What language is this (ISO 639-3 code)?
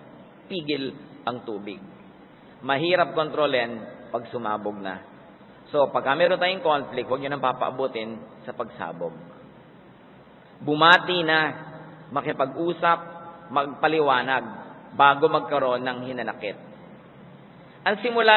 fil